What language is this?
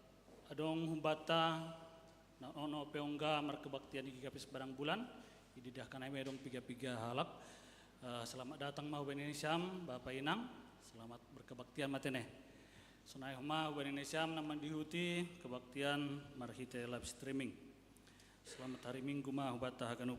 Batak Simalungun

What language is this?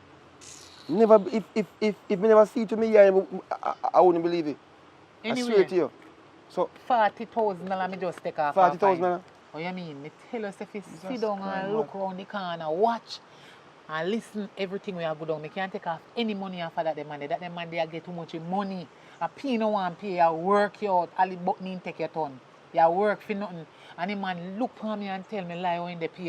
Jamaican Creole English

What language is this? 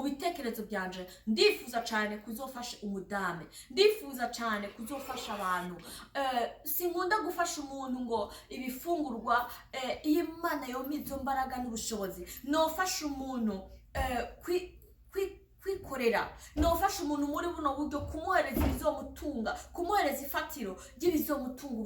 Rundi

